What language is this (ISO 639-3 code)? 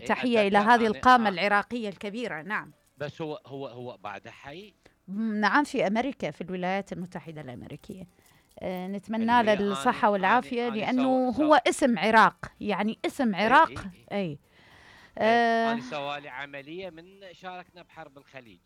acm